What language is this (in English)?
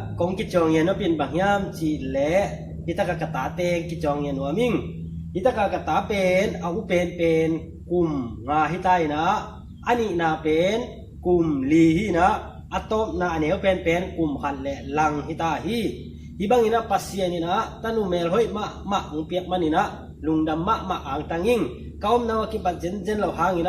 Tedim Chin